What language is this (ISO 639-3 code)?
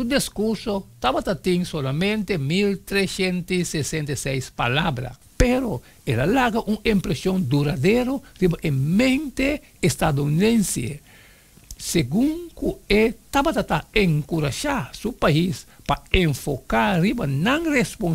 pap